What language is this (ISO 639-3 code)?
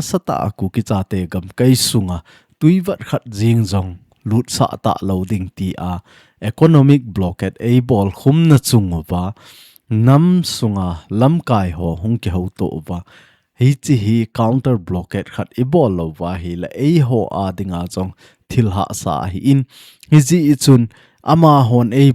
tcz